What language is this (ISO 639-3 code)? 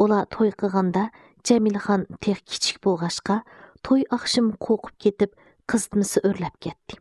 uig